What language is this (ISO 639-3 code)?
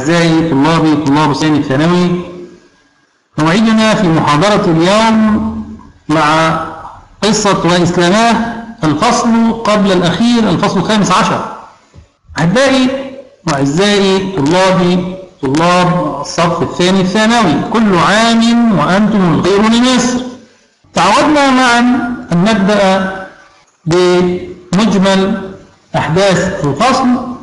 arz